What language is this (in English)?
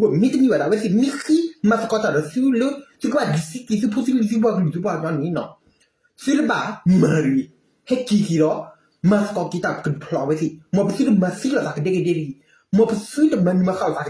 S'gaw Karen